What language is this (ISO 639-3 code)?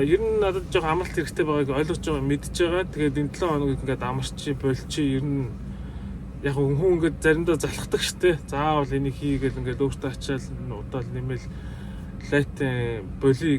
mon